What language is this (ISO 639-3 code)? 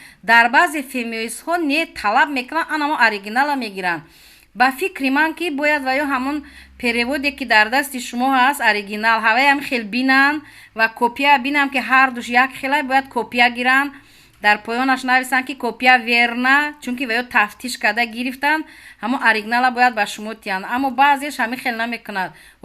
tgk